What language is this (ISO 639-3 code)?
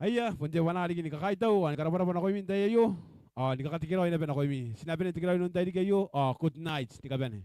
gil